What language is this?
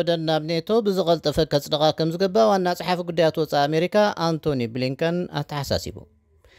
Tigrinya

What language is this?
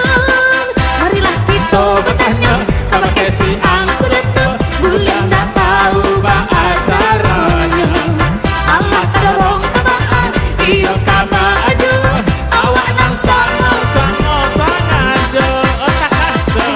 Minangkabau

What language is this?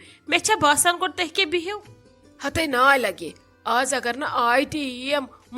Kashmiri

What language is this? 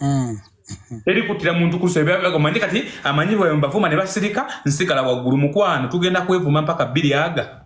Ganda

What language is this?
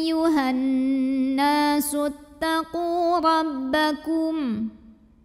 Arabic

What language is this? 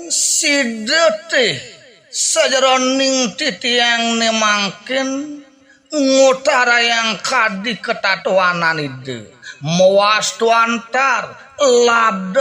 Balinese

